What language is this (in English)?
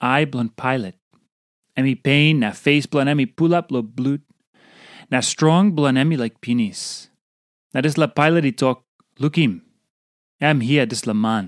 Tok Pisin